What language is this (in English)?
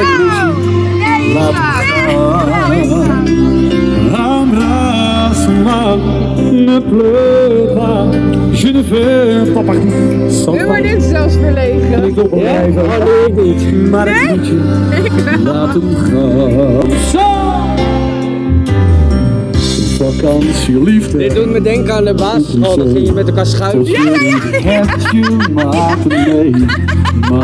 Dutch